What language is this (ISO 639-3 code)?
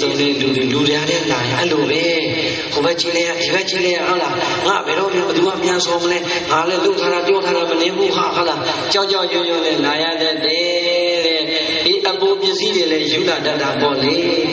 mya